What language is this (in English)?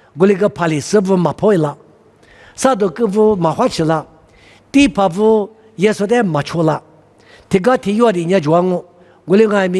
Lisu